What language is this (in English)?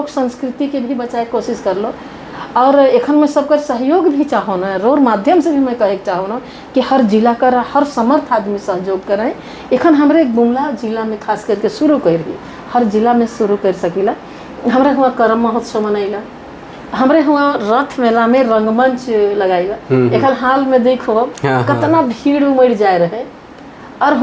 Sadri